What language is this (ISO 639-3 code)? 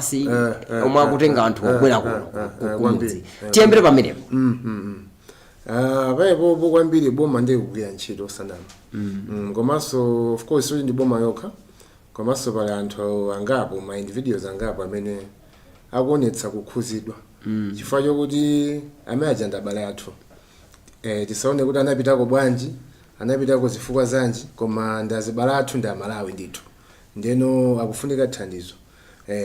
nya